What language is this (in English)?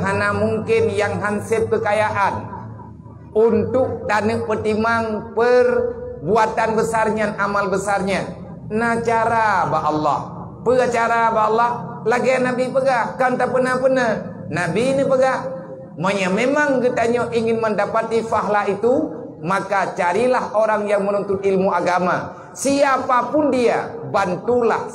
Achinese